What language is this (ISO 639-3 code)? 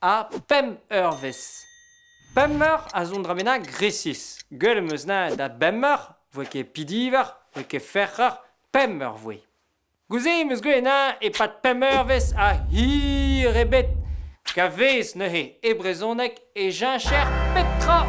bre